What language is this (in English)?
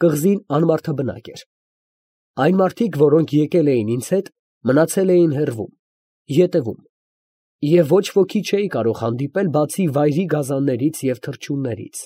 Armenian